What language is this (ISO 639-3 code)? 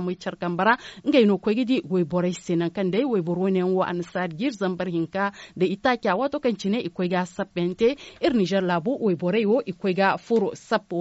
dje